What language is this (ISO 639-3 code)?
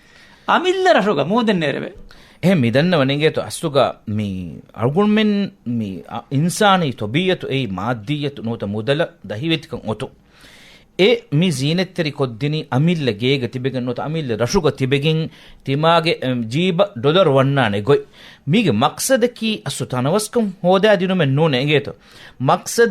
div